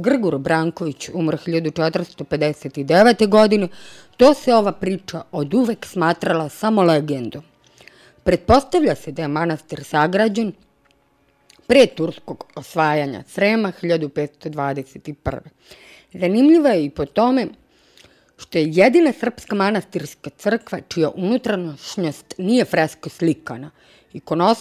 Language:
Serbian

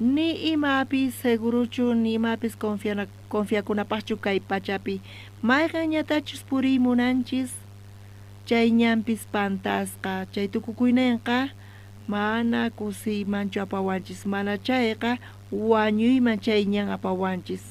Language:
South Bolivian Quechua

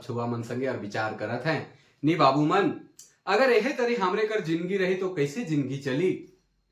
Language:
Sadri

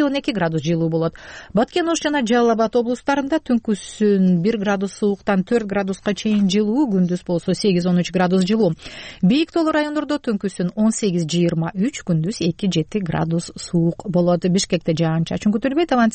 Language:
Kyrgyz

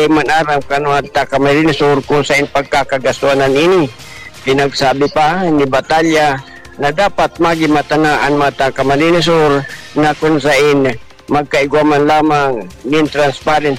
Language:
Bikol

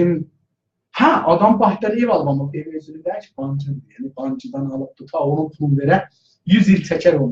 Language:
South Azerbaijani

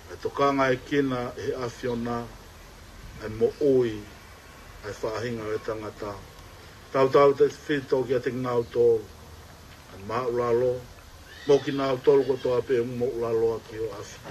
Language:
Tongan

